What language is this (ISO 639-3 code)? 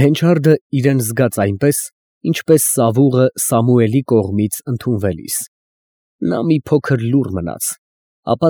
hye